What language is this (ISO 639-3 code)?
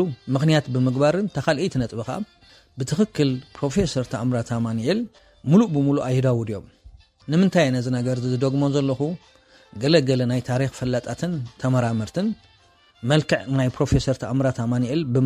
tir